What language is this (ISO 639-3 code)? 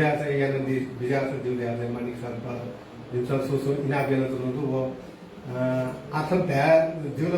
new